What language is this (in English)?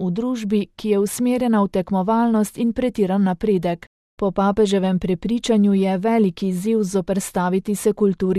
Slovenian